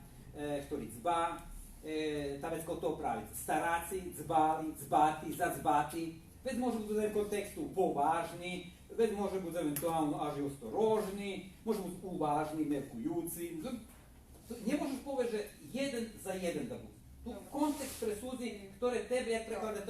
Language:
Rusyn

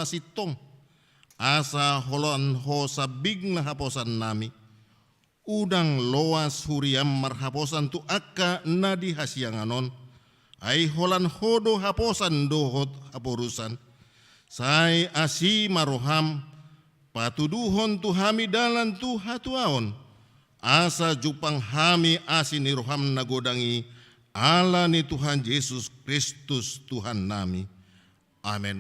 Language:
Batak Toba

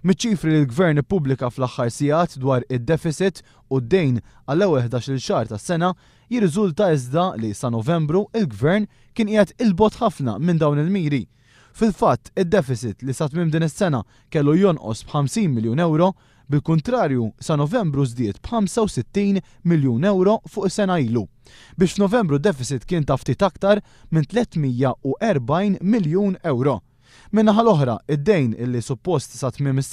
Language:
Maltese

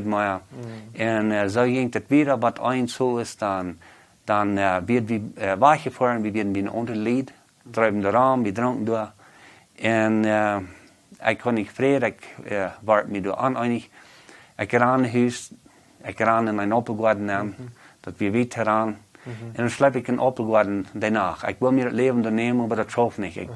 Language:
Plautdietsch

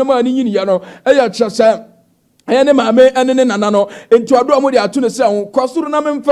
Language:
Akan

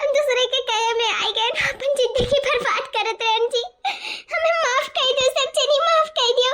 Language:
Awadhi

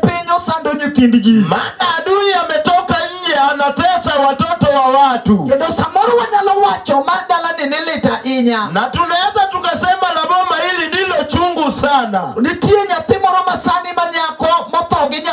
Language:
Luo (Kenya and Tanzania)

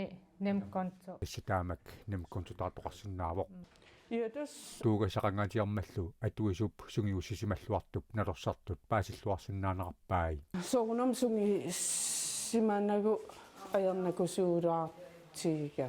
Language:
Kalaallisut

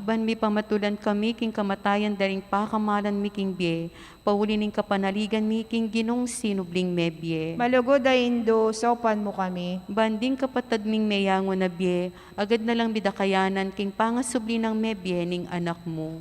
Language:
Pampanga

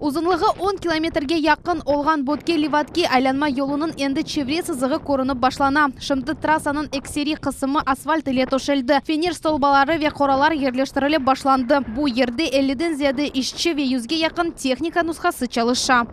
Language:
Crimean Tatar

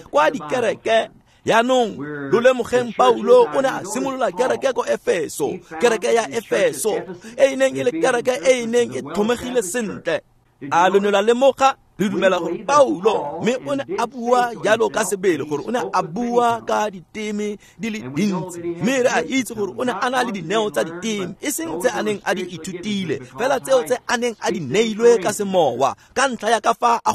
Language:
Tswana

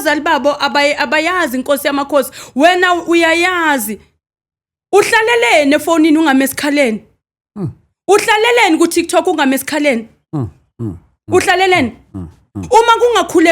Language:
Zulu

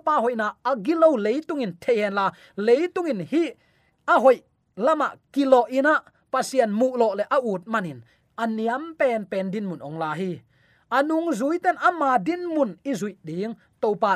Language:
Tedim Chin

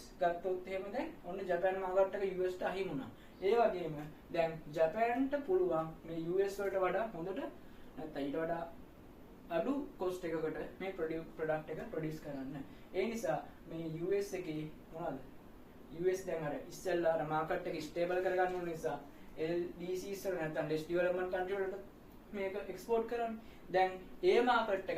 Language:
Sinhala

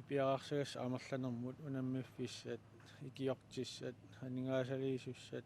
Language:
Kalaallisut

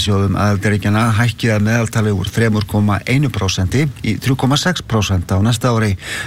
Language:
Icelandic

